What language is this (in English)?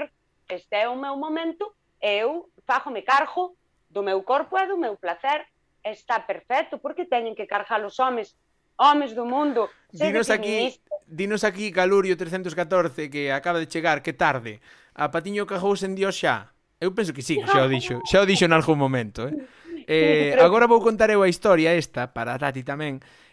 Galician